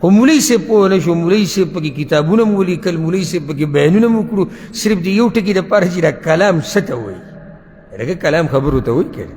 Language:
Pashto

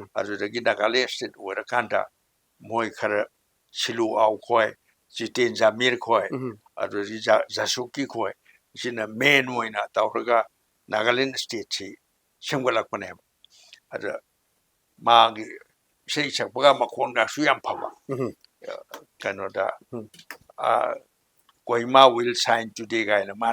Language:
Manipuri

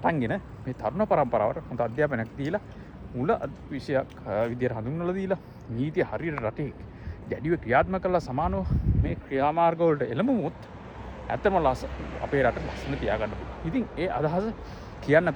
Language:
Sinhala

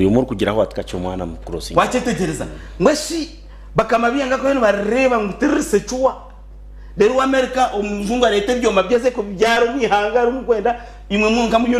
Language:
Nyankole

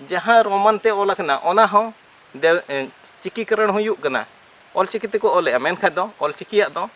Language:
Santali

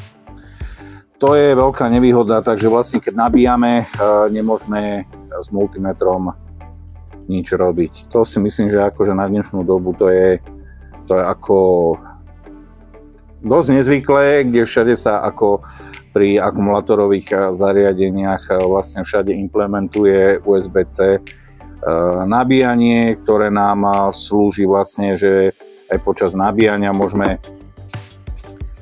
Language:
Slovak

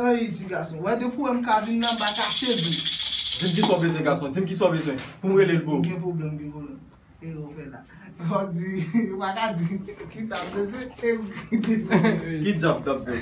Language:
Haitian Creole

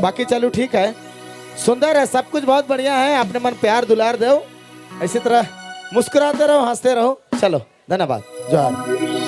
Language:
Sadri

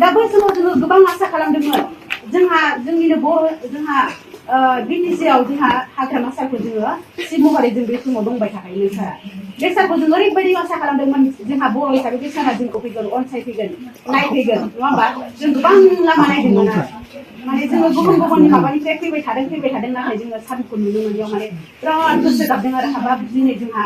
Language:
Bodo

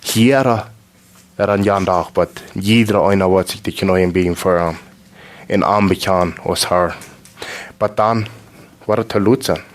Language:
Plautdietsch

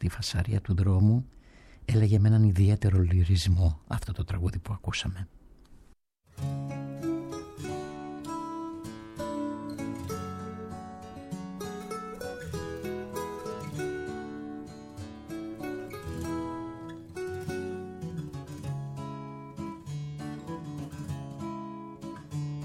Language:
Greek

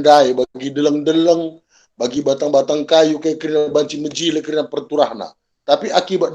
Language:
Batak Karo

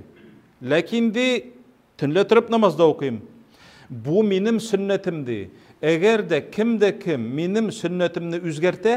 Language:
Tatar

